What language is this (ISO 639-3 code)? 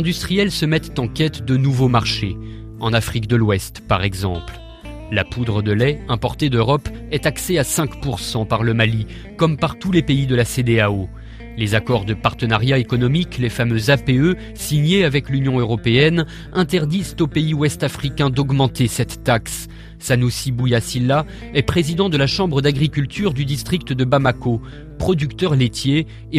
fra